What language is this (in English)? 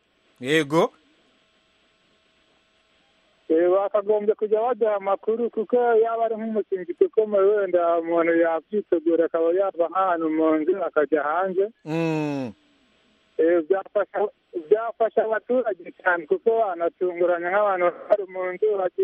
Kinyarwanda